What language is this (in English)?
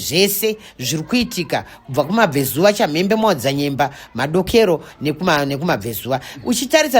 Shona